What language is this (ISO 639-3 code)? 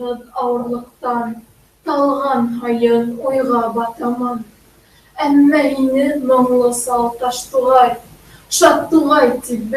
bak